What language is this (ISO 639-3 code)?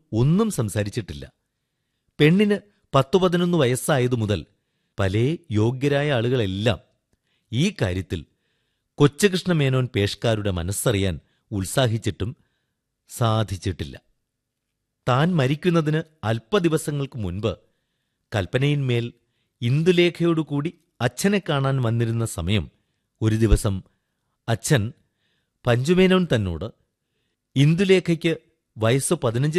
mal